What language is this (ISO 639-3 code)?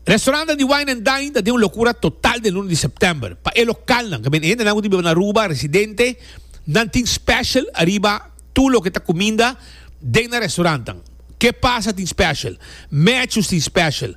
pap